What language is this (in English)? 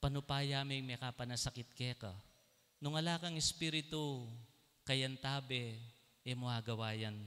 Pampanga